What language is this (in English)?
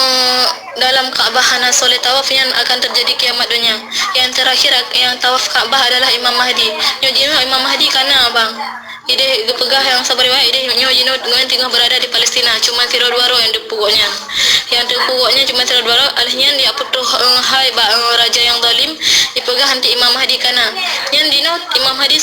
Achinese